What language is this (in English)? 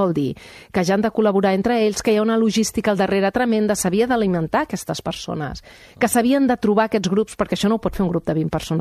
Catalan